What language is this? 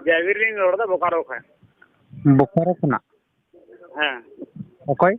Santali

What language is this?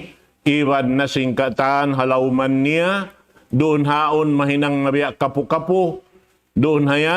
Tausug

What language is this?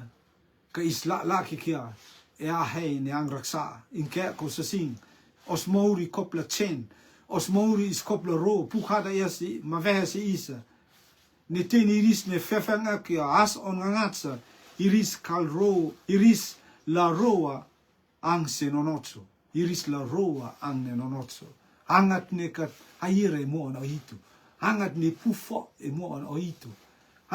Rotuman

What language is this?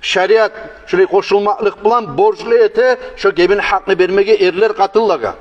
Kumyk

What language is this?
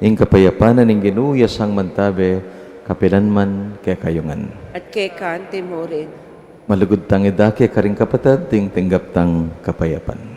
Pampanga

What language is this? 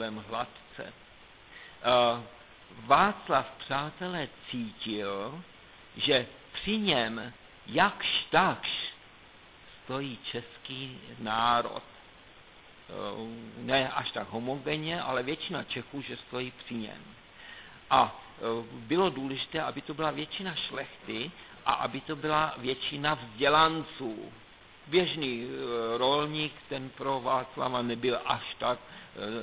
Czech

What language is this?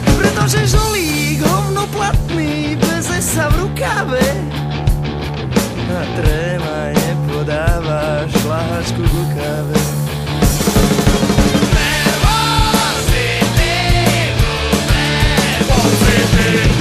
Slovak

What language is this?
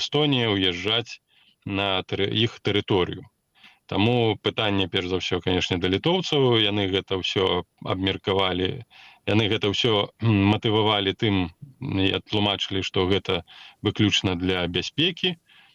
Belarusian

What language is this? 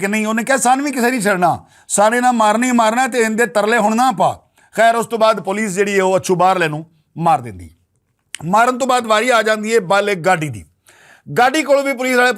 Western Panjabi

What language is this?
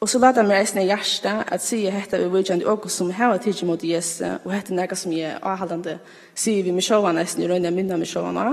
Faroese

